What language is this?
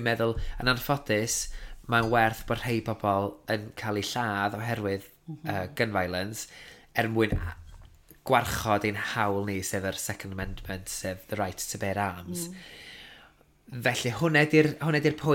Welsh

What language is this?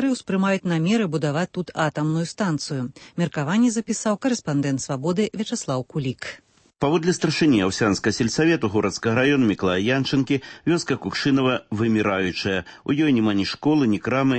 Belarusian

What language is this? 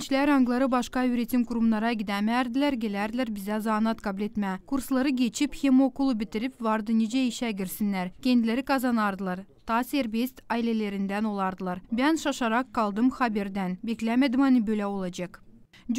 Gagauz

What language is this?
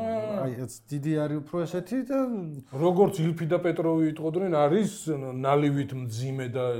Georgian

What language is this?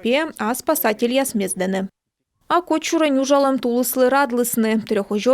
Komi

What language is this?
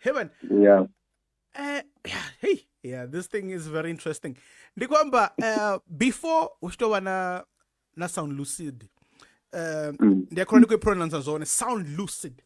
Venda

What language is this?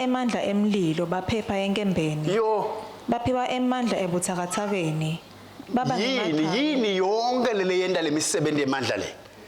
Swati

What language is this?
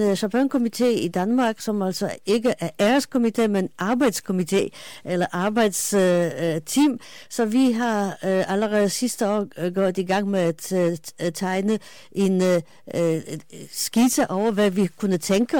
Danish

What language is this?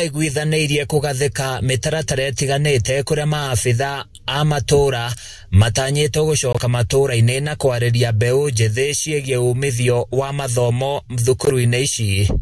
Kikuyu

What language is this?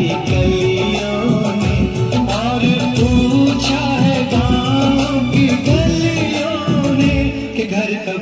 Tangkhul Naga (India)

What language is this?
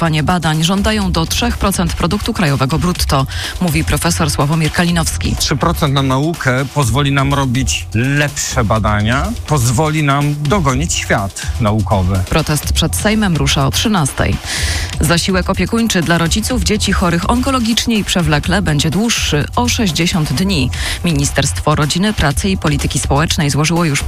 Polish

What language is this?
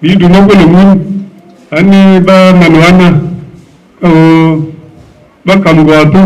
Nuer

